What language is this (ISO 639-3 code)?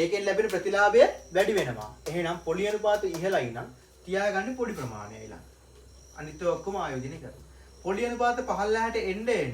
sin